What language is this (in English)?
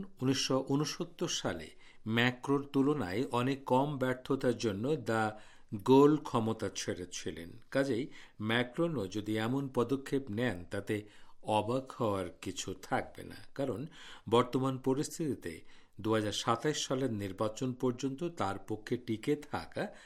Bangla